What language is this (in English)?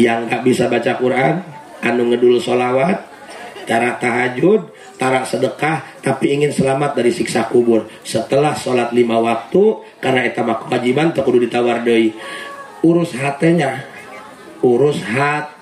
Sundanese